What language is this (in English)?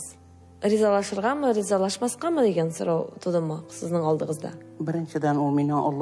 Tatar